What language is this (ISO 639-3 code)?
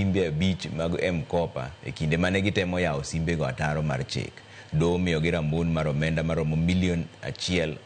luo